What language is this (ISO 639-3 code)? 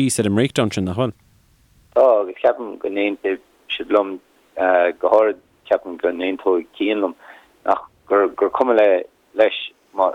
gle